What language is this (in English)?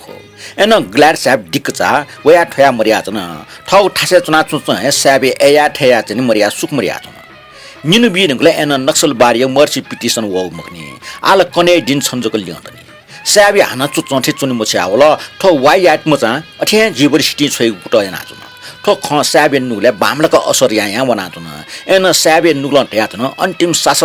Newari